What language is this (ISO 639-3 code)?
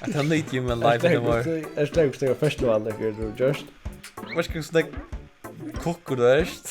fao